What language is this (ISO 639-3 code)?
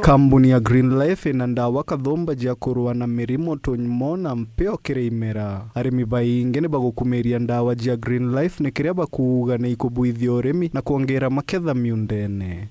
mer